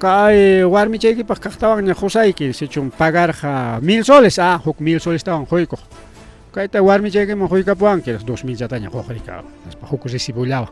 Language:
Ayacucho Quechua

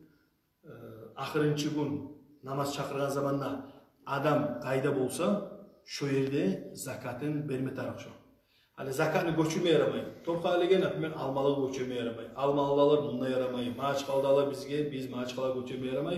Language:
Kumyk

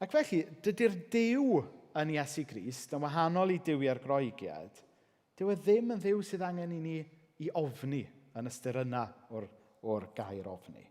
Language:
Welsh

